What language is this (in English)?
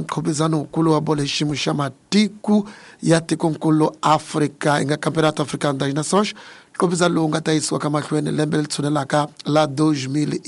Tsonga